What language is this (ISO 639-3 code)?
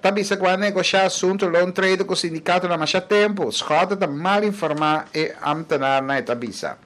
pap